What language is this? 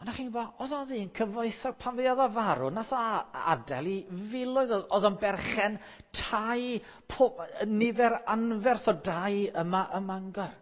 Welsh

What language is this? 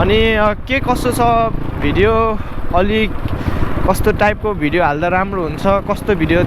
Nepali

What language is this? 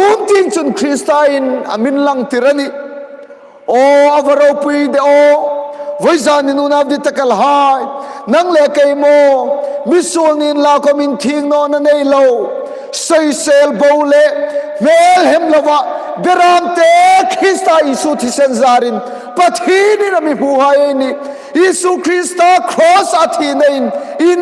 Hmar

